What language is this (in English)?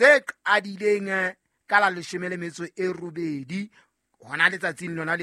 Southern Sotho